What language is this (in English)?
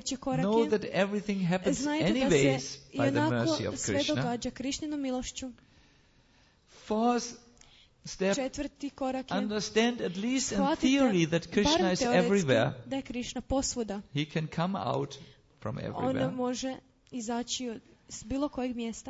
Croatian